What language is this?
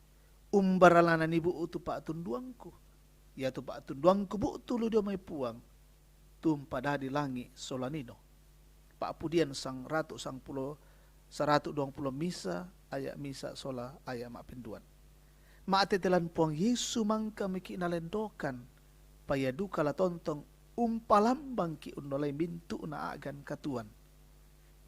Toraja-Sa'dan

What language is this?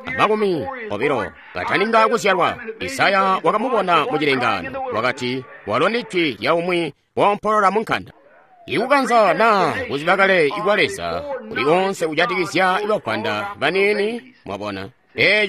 Tonga (Zambia)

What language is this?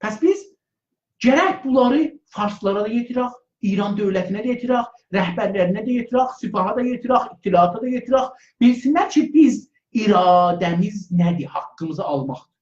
South Azerbaijani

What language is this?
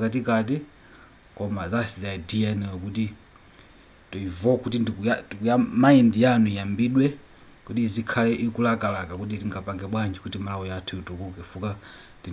Nyanja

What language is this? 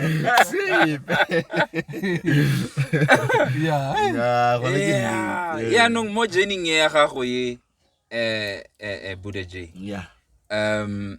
Tswana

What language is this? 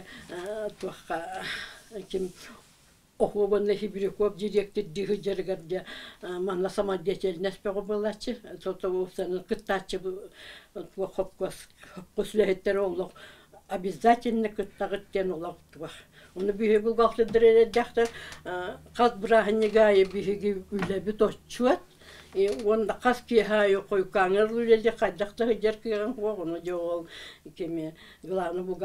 Yakut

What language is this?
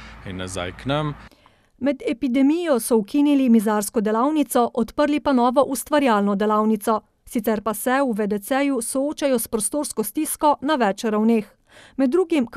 Slovenian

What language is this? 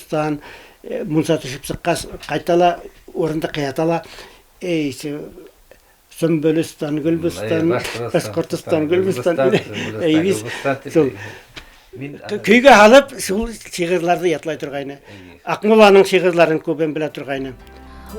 Bashkir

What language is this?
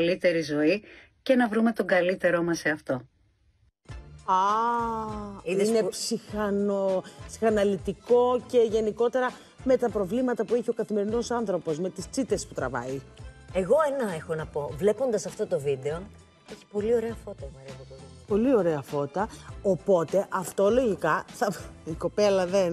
Greek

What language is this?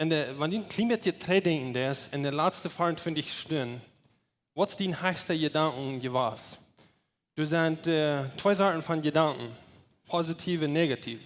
Plautdietsch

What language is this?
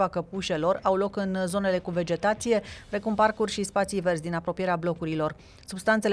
Romanian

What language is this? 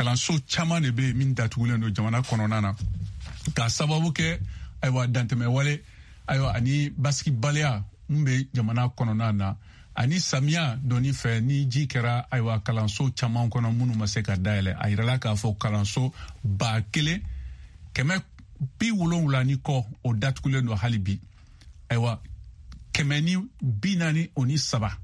Bambara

